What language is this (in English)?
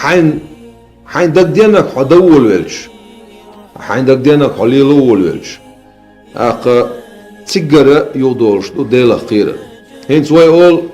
Chechen